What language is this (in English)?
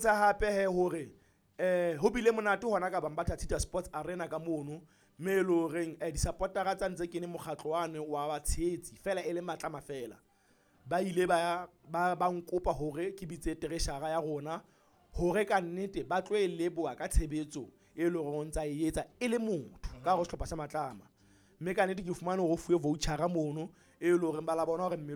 Southern Sotho